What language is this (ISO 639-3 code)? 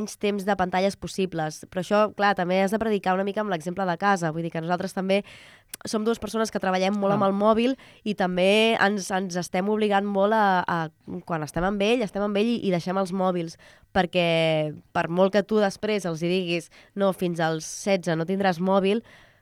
cat